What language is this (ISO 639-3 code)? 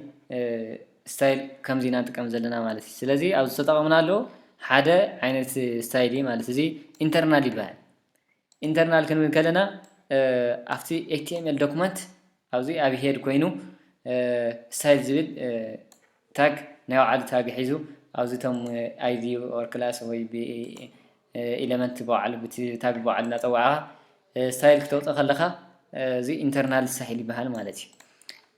tir